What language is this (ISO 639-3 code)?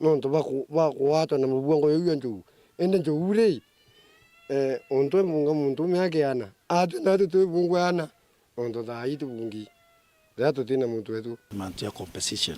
mer